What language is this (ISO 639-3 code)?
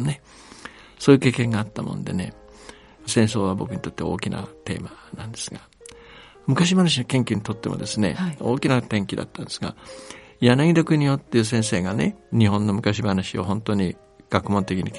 jpn